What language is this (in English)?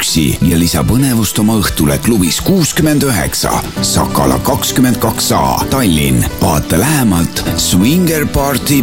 Estonian